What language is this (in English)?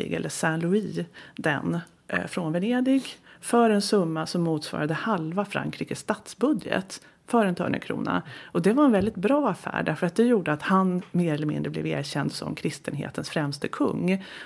Swedish